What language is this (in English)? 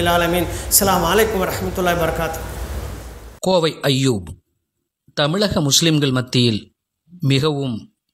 Tamil